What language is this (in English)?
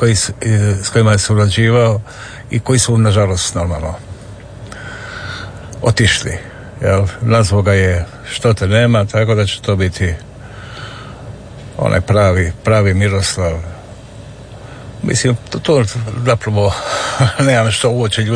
Croatian